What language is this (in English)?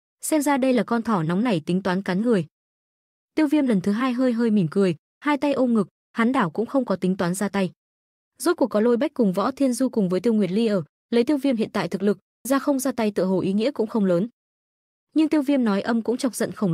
Vietnamese